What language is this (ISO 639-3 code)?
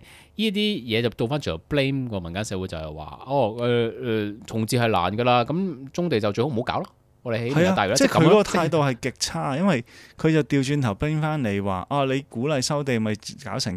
yue